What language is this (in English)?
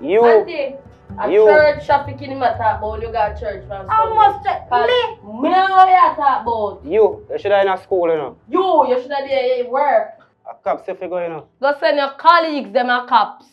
Jamaican Creole English